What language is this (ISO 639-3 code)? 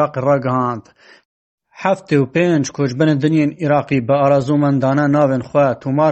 kur